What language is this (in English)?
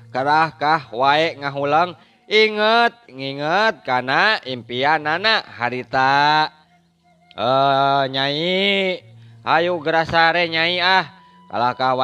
Sundanese